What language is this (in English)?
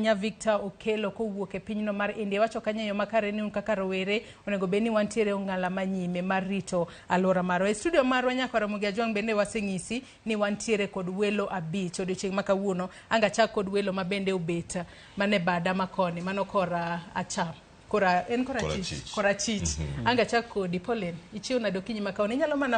Luo (Kenya and Tanzania)